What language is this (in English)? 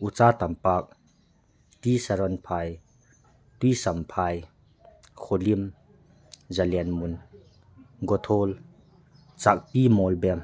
Thado Chin